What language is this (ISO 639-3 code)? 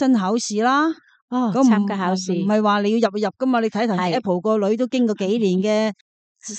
yue